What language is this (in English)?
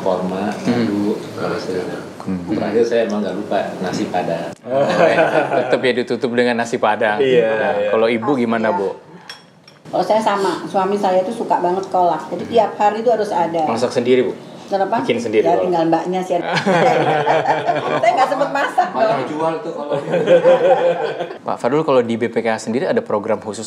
Indonesian